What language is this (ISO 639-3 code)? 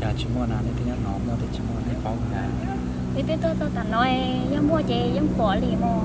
hmn